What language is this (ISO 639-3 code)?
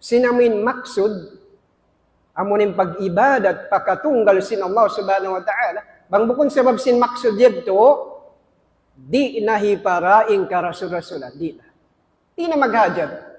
tsg